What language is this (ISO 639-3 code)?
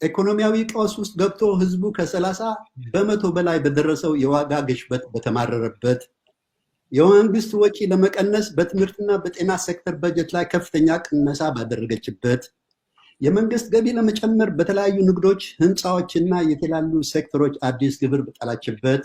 amh